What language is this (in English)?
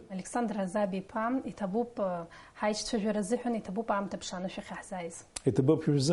Abkhazian